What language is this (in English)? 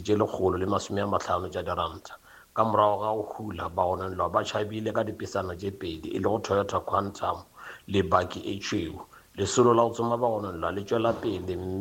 Northern Sotho